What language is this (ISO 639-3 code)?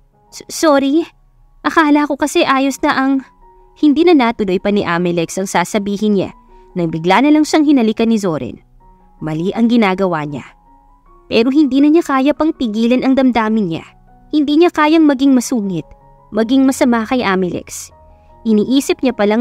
fil